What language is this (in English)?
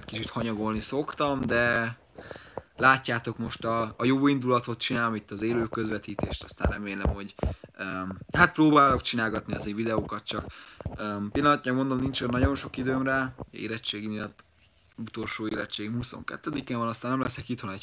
Hungarian